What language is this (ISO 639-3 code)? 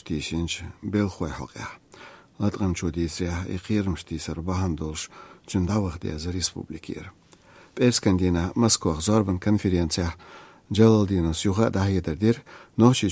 che